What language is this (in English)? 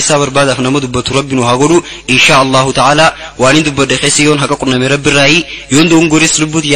Oromo